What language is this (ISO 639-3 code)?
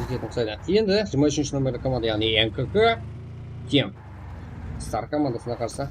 kaa